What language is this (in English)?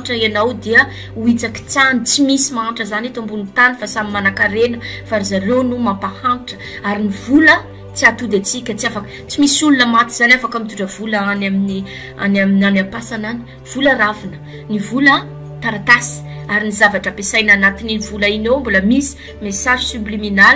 Malagasy